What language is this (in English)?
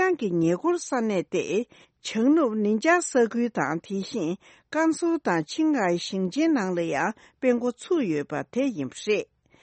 Tibetan